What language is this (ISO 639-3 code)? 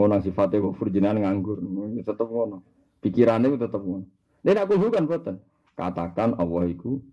jav